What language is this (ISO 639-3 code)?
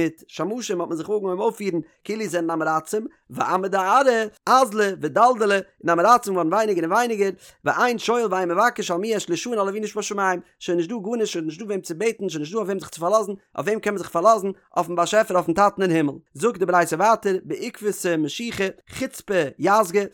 yid